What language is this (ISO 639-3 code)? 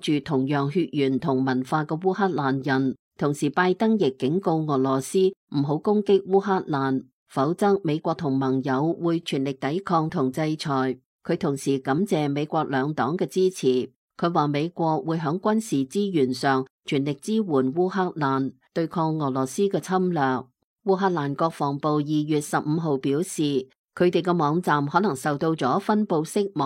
yue